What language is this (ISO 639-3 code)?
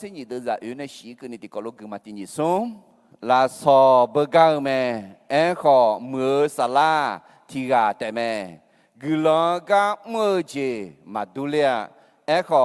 ahk